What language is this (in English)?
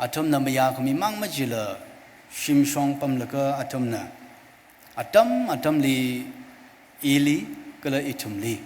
Tangkhul Naga (India)